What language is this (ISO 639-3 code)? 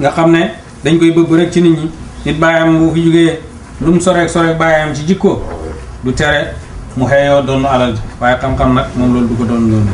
wol